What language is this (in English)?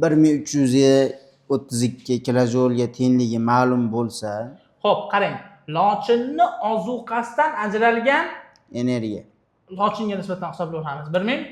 Uzbek